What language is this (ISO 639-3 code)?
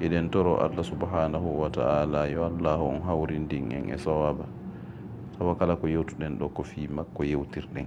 ful